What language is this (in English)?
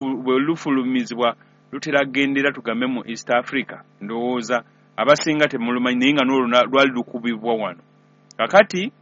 Ganda